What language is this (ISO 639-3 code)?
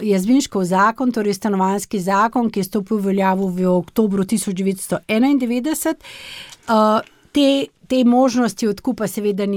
slv